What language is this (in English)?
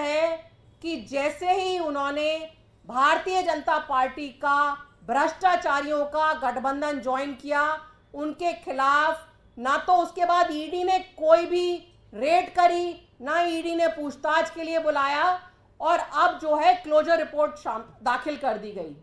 Hindi